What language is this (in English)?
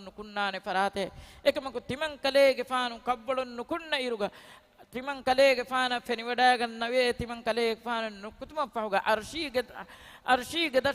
Divehi